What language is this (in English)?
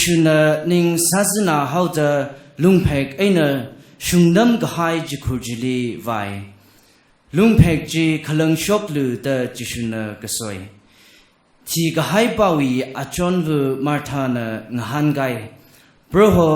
Tangkhul Naga (India)